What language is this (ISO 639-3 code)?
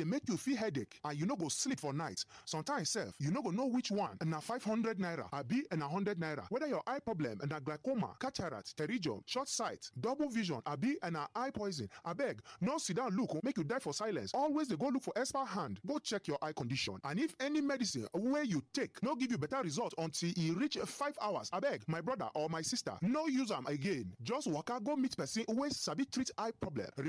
pcm